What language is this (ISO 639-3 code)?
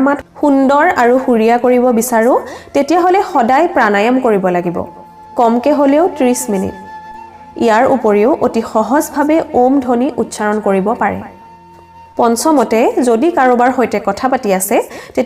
asm